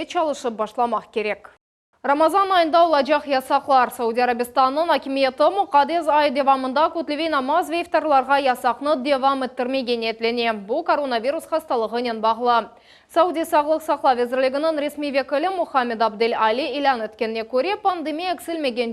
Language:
Crimean Tatar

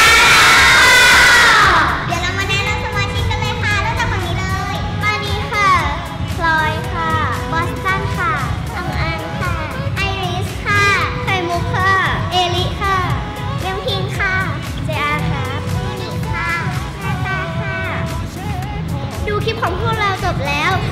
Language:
Thai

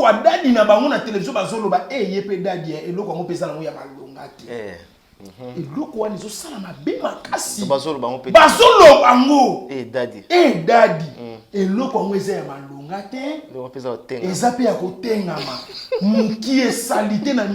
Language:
Lingala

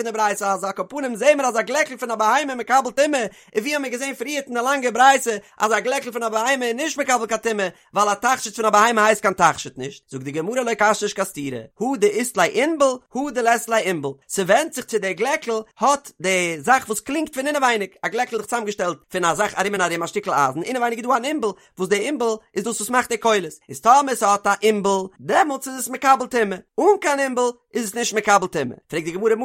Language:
Yiddish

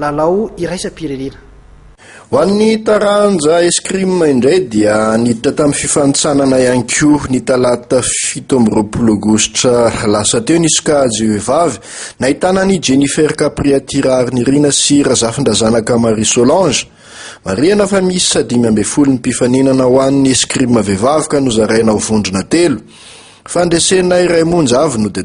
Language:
Malagasy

